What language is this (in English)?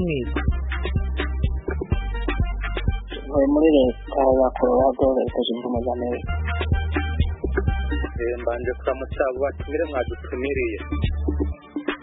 Kinyarwanda